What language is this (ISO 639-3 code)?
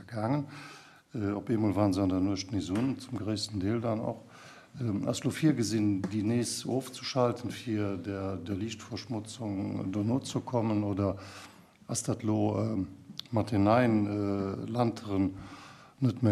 ltz